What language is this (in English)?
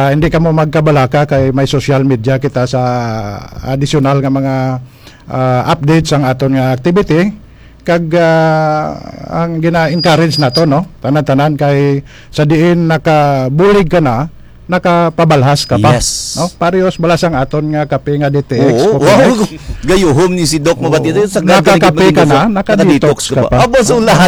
Hiligaynon